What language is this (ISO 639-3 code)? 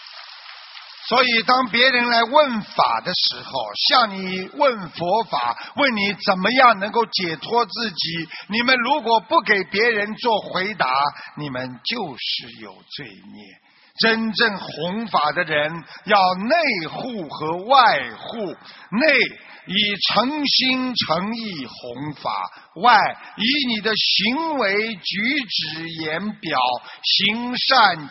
zho